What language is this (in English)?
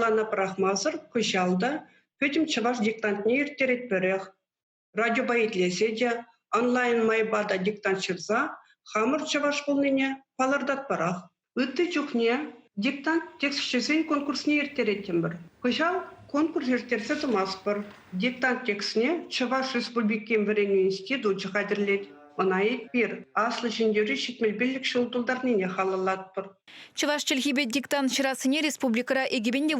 Chuvash